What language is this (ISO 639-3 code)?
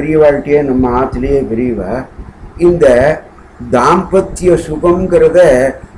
tam